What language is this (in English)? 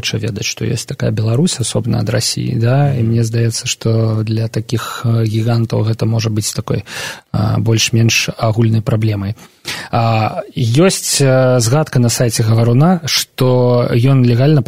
Belarusian